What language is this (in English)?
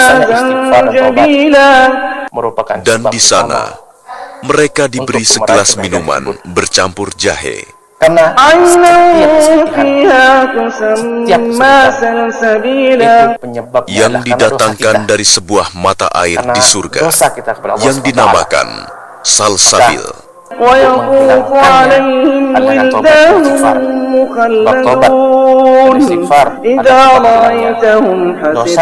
Indonesian